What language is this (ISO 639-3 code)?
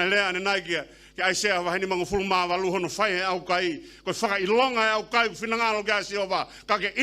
ton